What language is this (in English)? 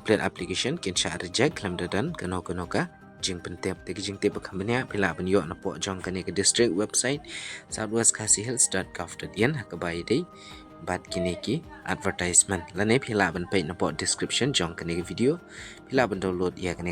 Khasi